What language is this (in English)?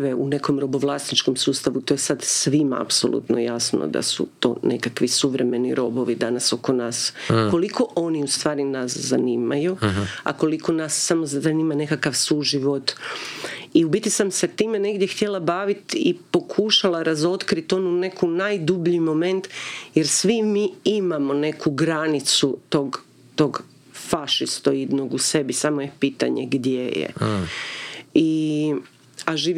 Croatian